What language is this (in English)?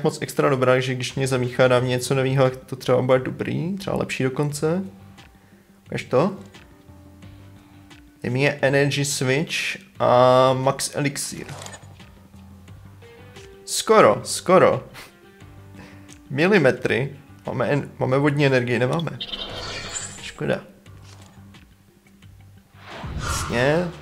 Czech